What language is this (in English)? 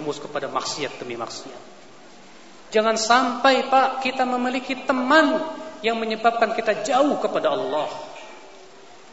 Indonesian